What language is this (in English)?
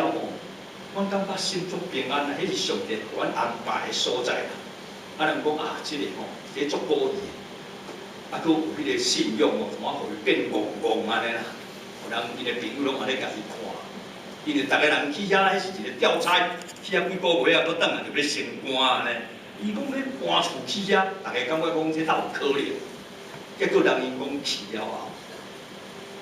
Min Nan Chinese